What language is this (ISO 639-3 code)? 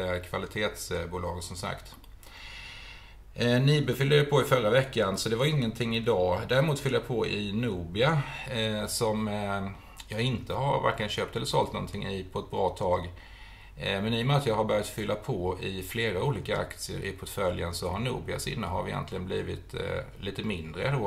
swe